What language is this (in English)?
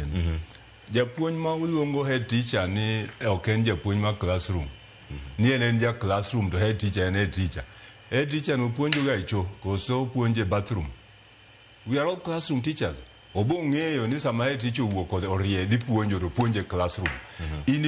Luo (Kenya and Tanzania)